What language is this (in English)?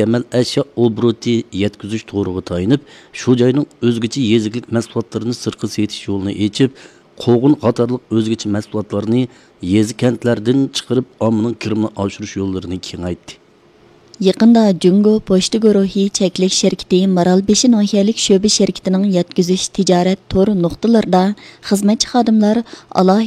Uyghur